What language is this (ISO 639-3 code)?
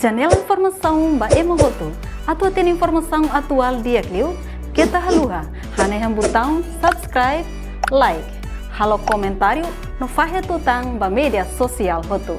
tet